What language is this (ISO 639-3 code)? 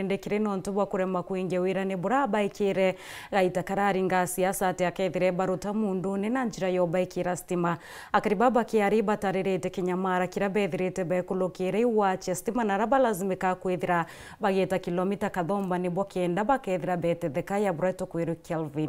mer